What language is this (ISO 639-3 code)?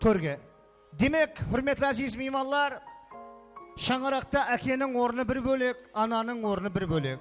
kaa